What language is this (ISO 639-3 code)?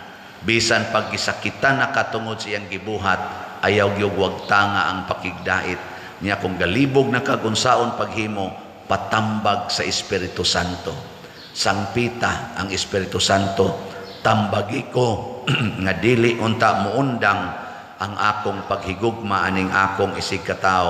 ceb